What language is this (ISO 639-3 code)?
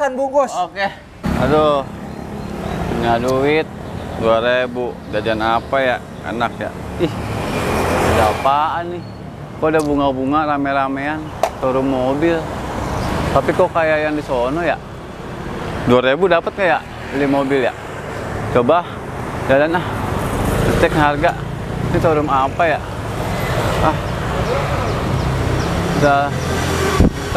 ind